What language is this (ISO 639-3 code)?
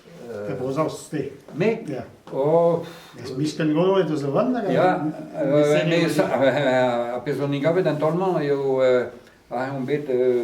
bre